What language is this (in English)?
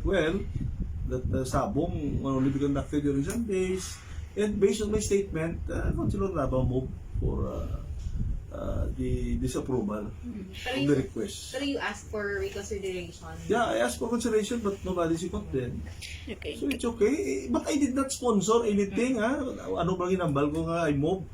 Hiligaynon